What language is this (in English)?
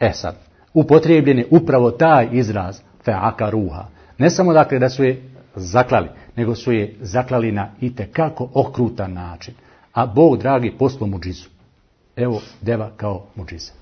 Bosnian